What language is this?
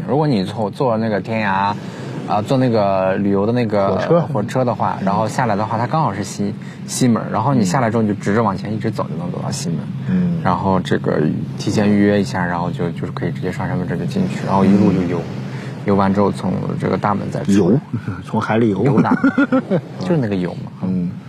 Chinese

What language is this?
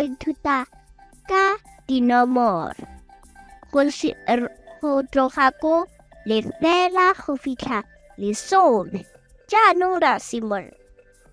Tswana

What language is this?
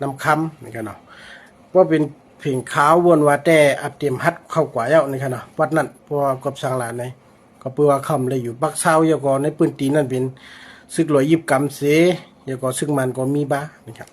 Shan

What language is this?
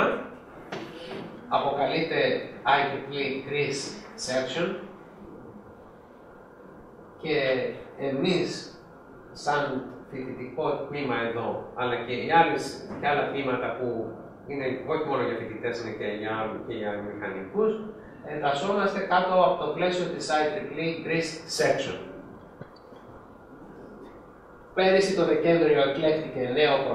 Greek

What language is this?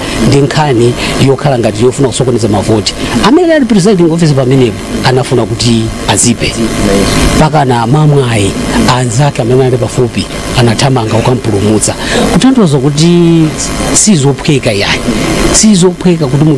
Nyanja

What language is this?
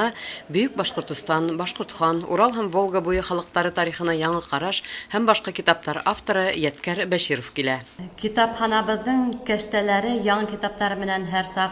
Bashkir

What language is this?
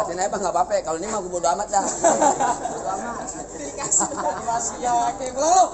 Betawi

